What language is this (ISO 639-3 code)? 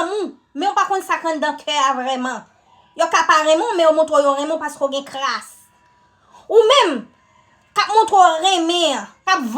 hat